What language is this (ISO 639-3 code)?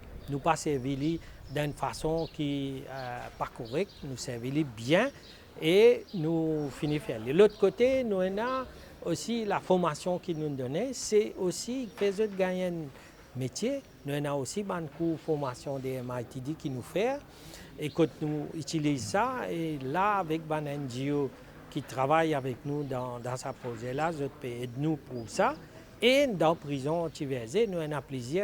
mfe